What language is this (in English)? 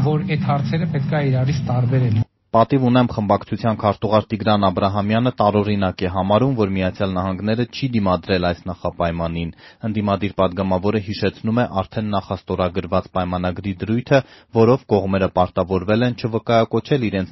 Armenian